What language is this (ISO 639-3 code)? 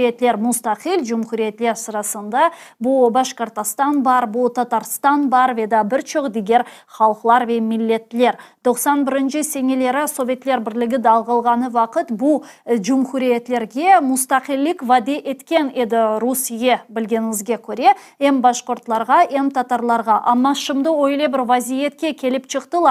crh